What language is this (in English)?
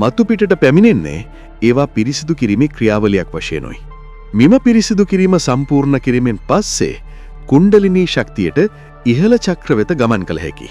Sinhala